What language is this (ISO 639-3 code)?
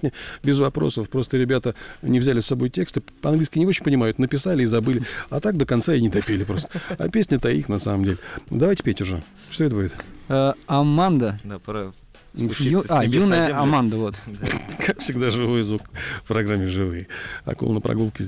rus